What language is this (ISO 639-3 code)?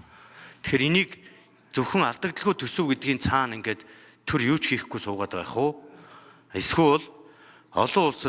mon